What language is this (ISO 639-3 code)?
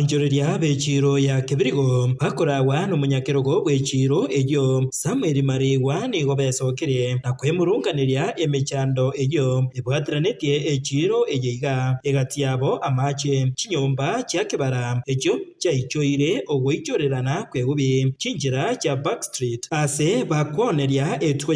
guz